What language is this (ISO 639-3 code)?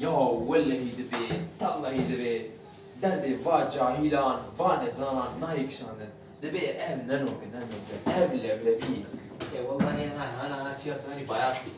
kur